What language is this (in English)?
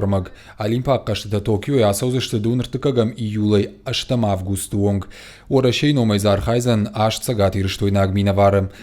Ossetic